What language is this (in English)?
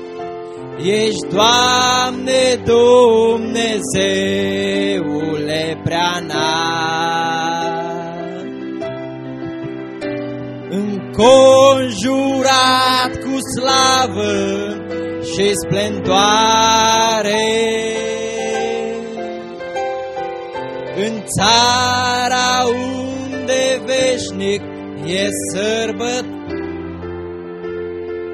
Romanian